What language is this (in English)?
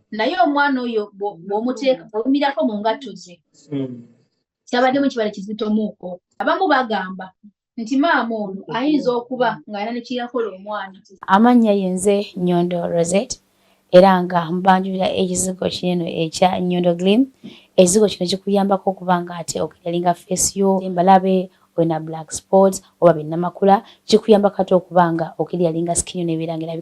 Ganda